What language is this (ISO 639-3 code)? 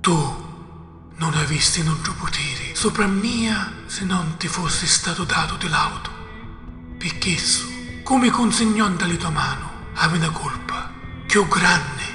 scn